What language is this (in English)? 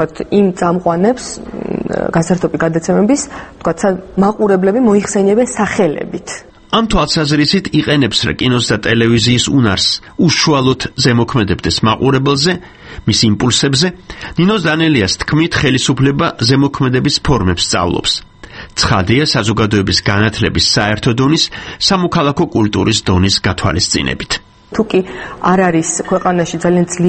Georgian